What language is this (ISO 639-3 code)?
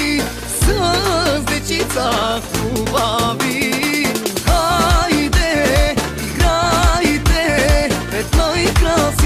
bul